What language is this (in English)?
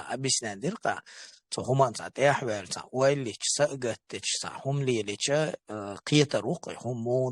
Chechen